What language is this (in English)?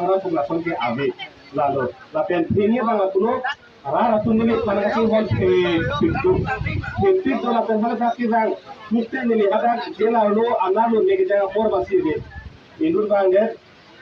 Karbi